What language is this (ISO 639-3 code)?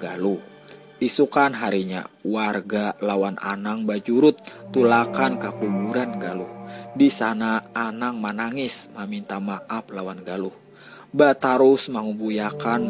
bjn